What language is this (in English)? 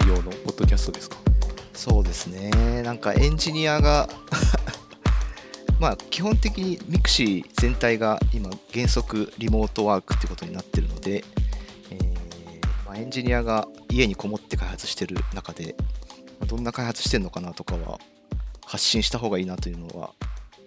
Japanese